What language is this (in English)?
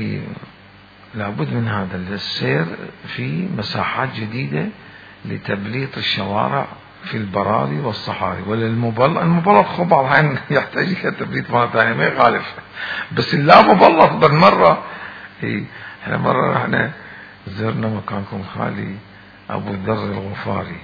Mesopotamian Arabic